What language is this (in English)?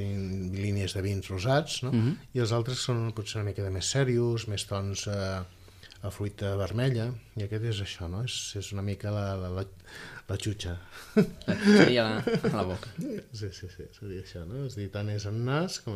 Catalan